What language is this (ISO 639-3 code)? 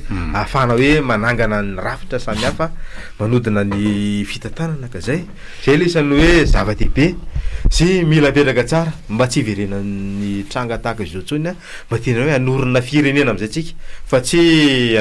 mlg